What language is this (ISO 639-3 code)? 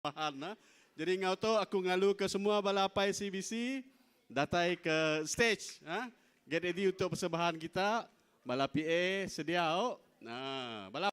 iba